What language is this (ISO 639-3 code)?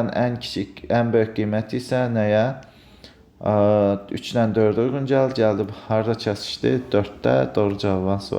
aze